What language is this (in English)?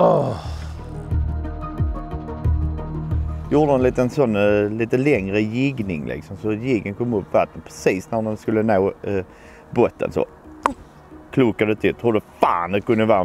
Swedish